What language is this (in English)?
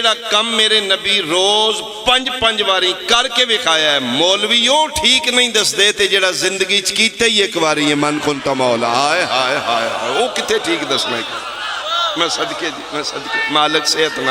Pahari-Potwari